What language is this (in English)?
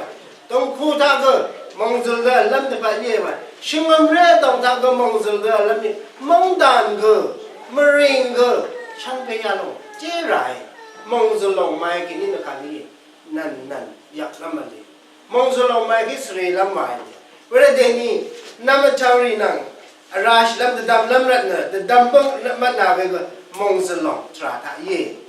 Rawang